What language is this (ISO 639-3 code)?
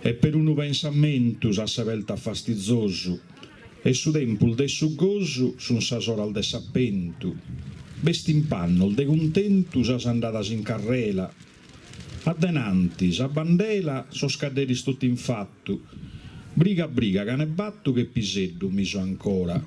srd